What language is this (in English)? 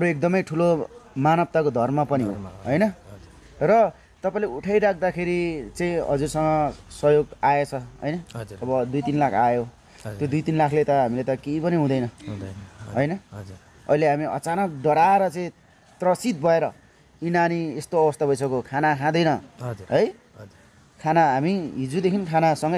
Nepali